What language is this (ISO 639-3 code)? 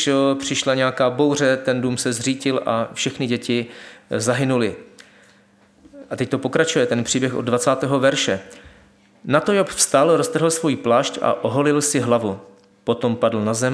ces